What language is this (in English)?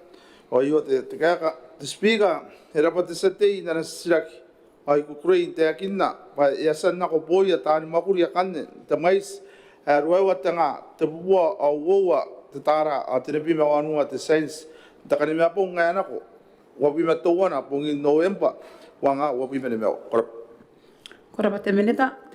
Gilbertese